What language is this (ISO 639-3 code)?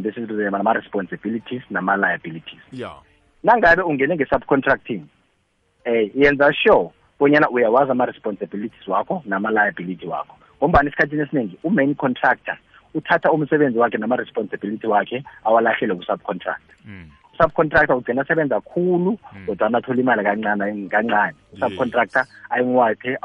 nbl